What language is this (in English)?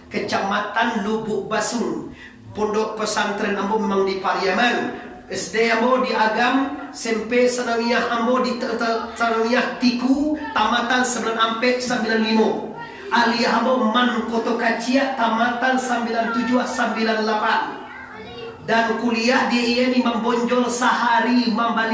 Minangkabau